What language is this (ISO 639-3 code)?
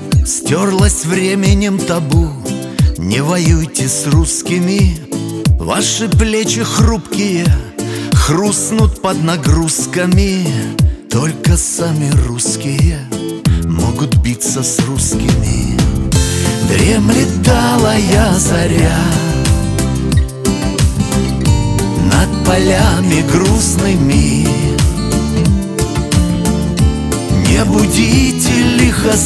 rus